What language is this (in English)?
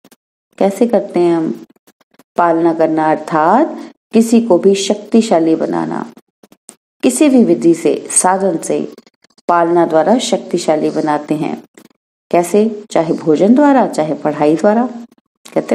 Hindi